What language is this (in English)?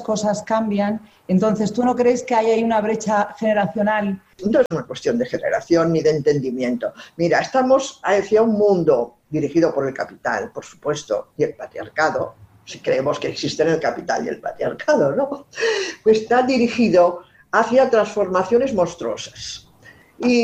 Spanish